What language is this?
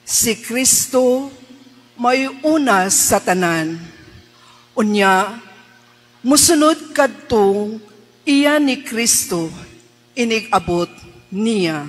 Cebuano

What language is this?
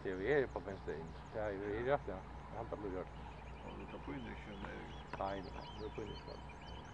Faroese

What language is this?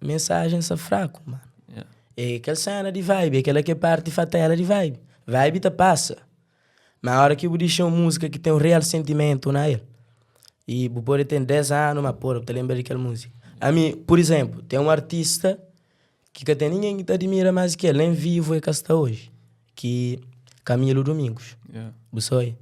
Kabuverdianu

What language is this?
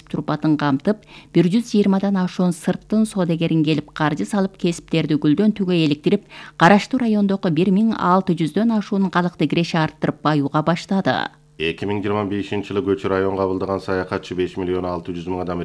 Kyrgyz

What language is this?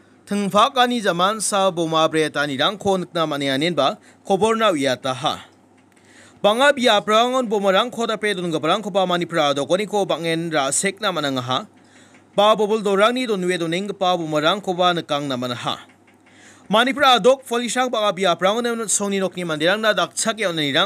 Garo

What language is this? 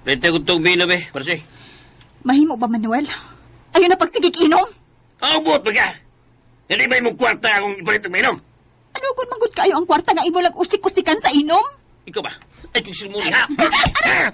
Cebuano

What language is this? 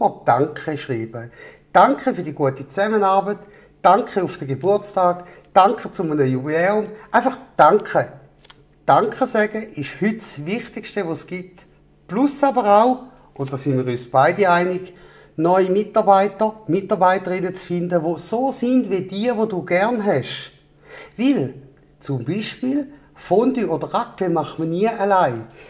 Swiss German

